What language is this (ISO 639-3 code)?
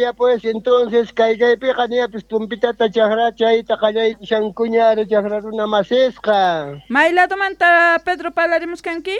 quh